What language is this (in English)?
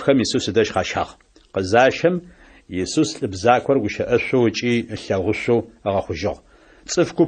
Adyghe